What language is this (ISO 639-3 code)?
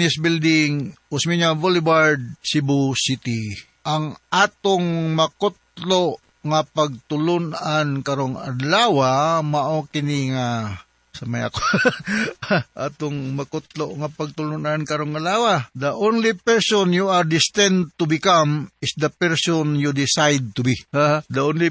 ceb